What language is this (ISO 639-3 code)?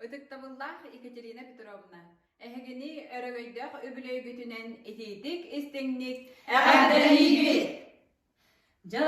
sah